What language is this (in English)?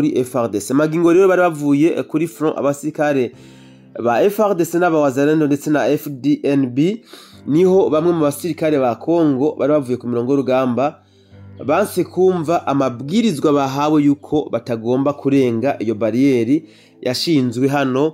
Rundi